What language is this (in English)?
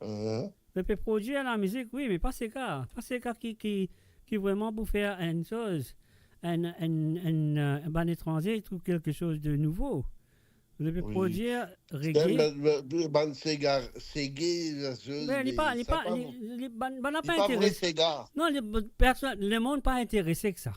Morisyen